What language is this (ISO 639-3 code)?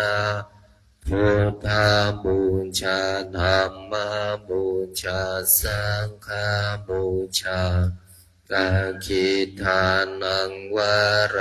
pli